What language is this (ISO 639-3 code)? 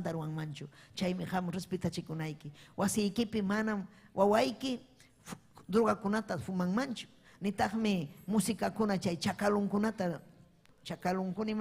quy